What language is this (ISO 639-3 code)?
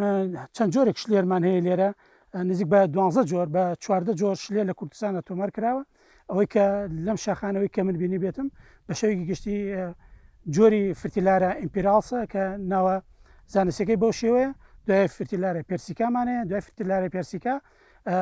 ckb